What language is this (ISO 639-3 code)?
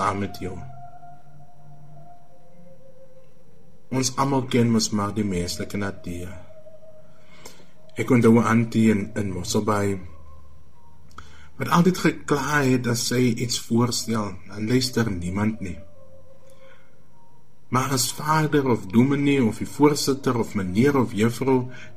afr